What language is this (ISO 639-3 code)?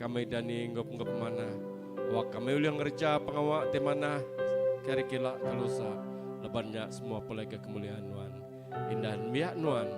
iba